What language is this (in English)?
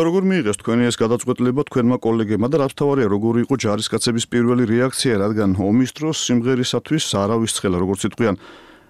Georgian